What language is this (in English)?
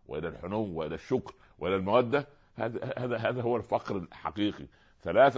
Arabic